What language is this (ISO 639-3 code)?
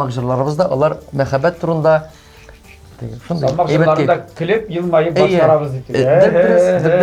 tat